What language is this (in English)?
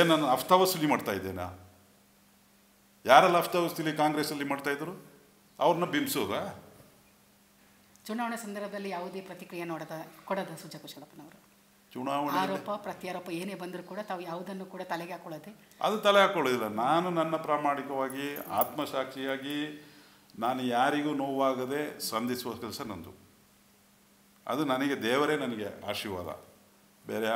Kannada